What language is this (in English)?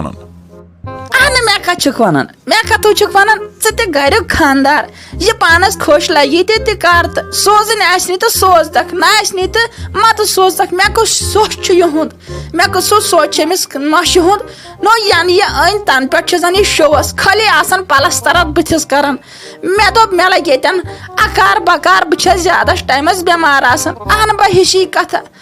Kashmiri